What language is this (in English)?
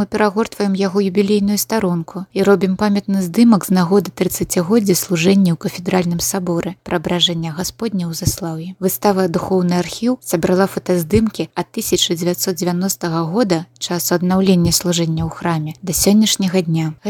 Belarusian